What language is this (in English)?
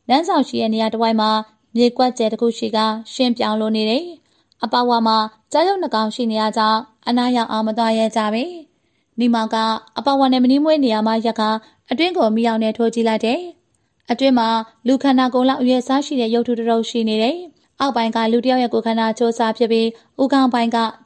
Burmese